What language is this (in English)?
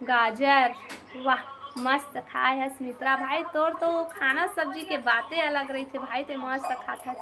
Chhattisgarhi